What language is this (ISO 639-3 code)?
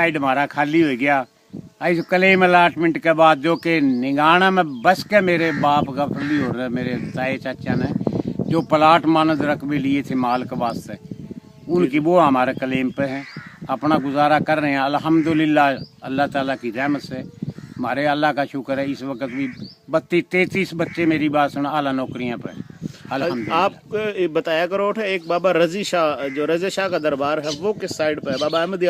bgc